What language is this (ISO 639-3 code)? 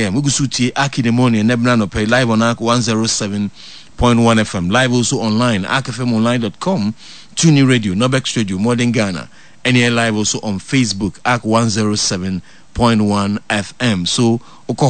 aka